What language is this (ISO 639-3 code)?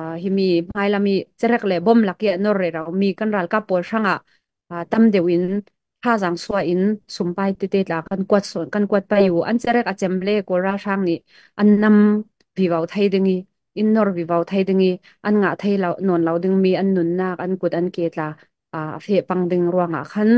cfm